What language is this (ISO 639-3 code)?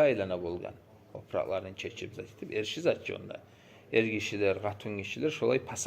kum